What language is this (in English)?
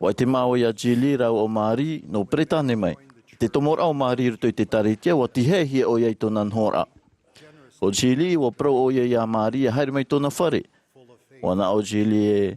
Tahitian